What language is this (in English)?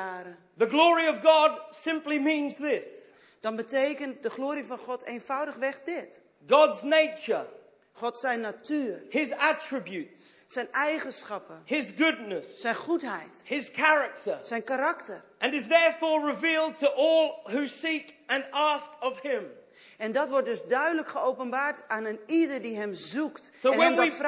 Dutch